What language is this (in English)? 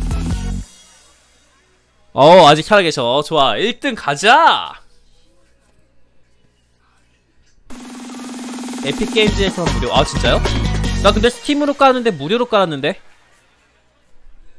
Korean